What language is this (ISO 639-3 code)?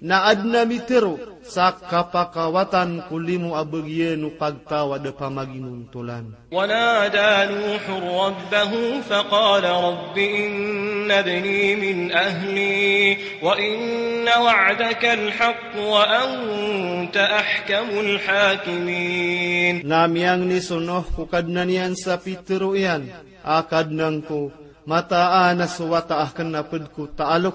mrw